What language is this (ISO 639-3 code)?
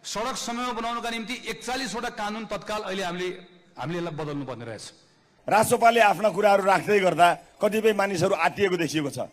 nep